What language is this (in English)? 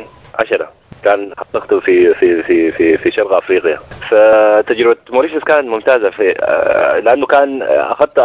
Sudanese Arabic